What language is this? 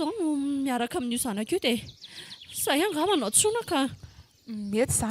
Malagasy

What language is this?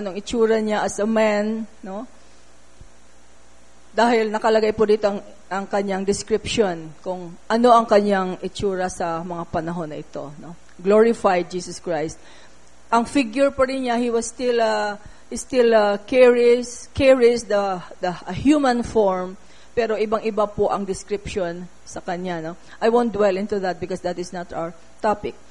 Filipino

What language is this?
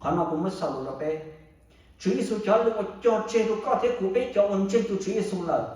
Hmong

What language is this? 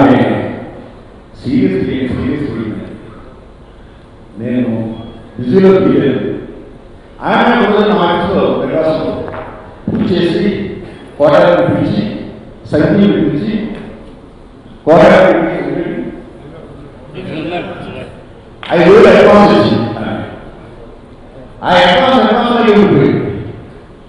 Telugu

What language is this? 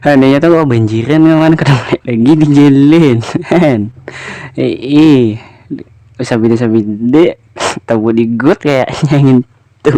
Banjar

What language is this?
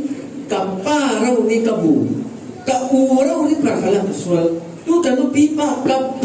Falam Chin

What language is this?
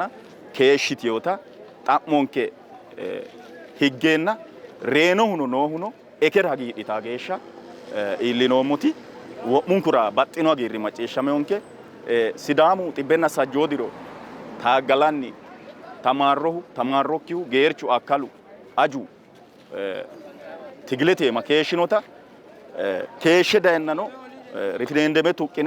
Sidamo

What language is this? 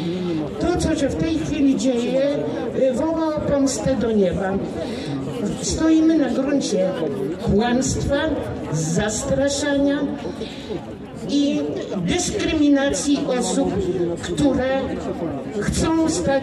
Polish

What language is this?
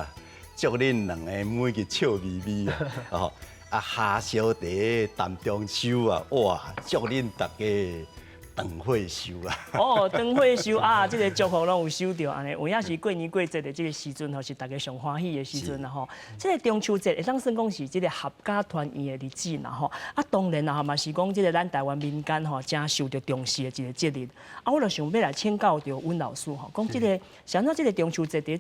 Min Nan Chinese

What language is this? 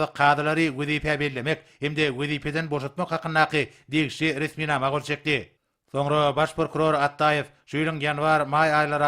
Turkmen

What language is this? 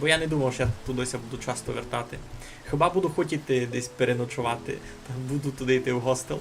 Rusyn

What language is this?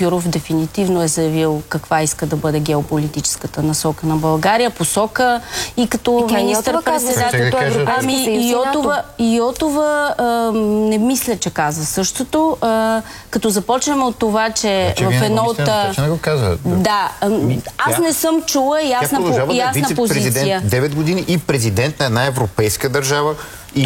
Bulgarian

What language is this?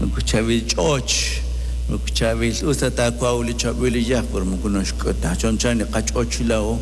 Kekchí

